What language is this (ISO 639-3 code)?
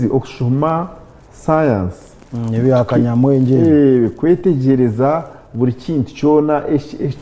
nyn